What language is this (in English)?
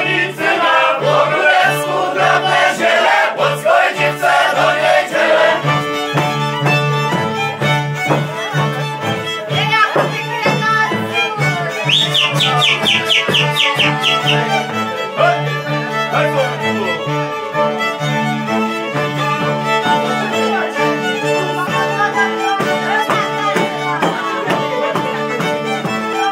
Polish